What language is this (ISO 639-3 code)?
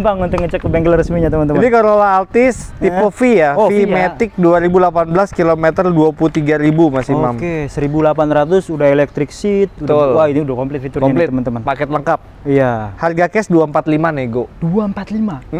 ind